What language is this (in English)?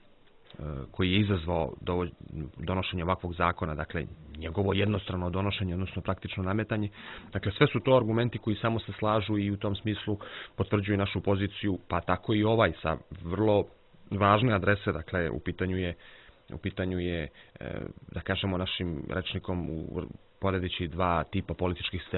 Serbian